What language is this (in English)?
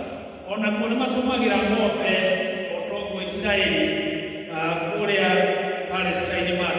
Kikuyu